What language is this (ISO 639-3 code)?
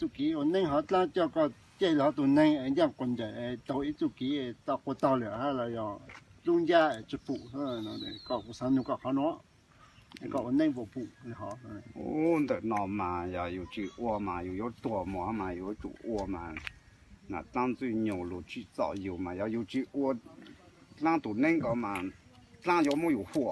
hmn